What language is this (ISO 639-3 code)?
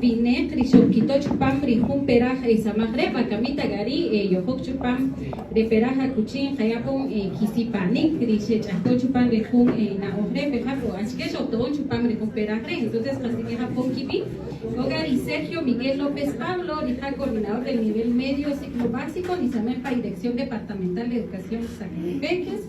cak